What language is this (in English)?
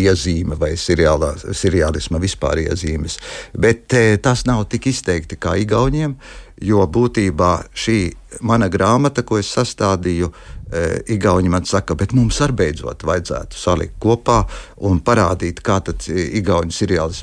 Latvian